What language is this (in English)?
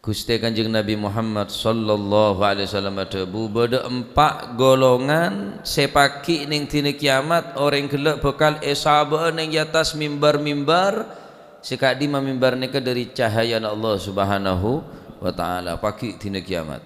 Madurese